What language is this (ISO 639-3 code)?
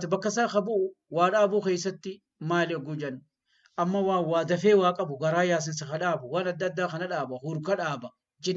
orm